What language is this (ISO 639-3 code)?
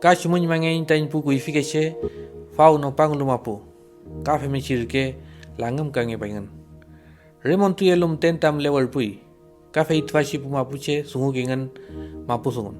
arn